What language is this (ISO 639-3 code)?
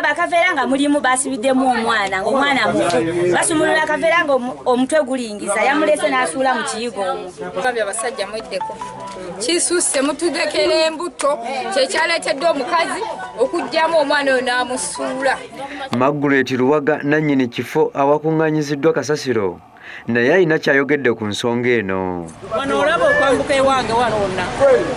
lug